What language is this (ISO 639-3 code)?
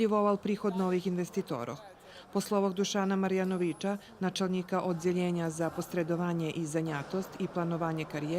rue